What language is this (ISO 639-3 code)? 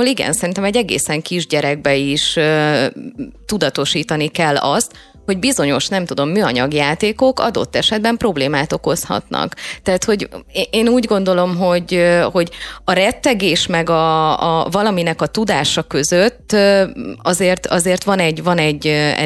hun